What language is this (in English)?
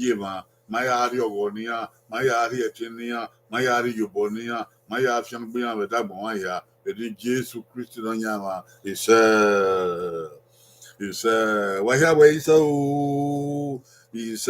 Bini